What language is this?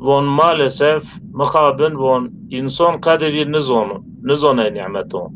Zaza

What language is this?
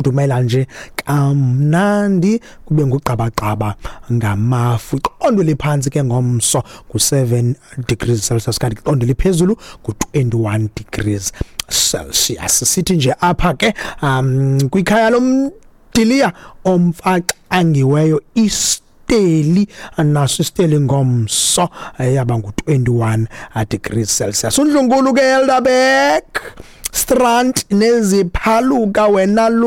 Xhosa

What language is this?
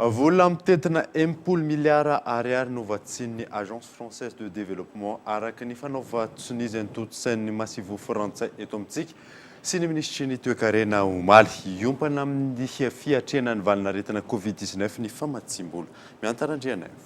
Malagasy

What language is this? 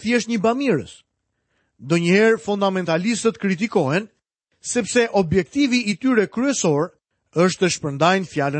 Albanian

